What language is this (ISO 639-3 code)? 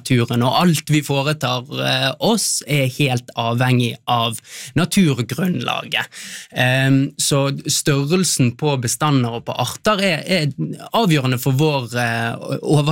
nor